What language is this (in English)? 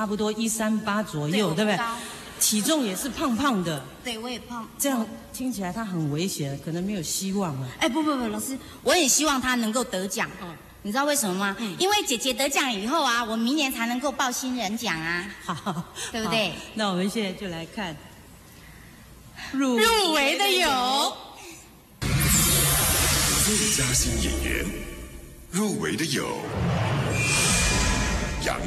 Chinese